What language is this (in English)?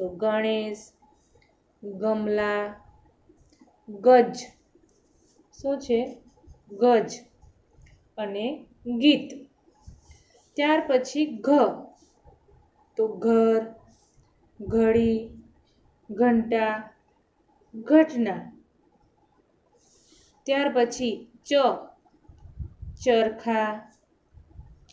Gujarati